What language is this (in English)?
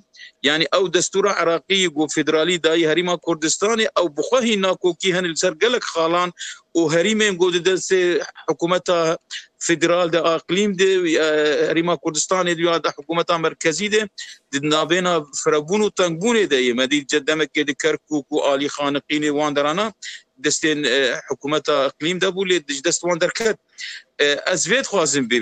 Kurdish